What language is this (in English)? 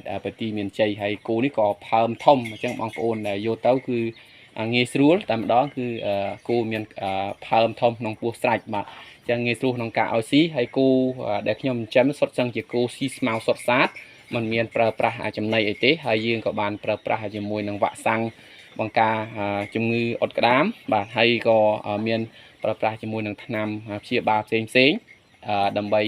Khmer